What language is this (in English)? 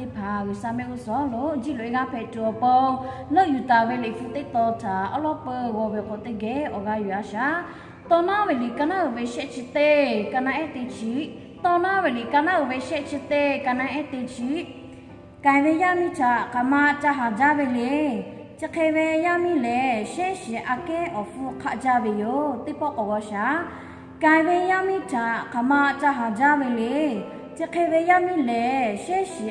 Lahu